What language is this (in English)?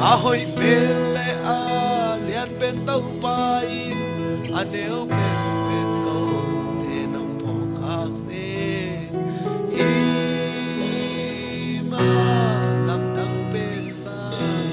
Tedim Chin